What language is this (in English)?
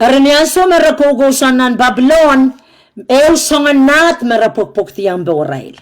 Pohnpeian